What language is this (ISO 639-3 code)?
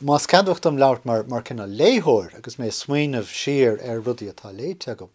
gle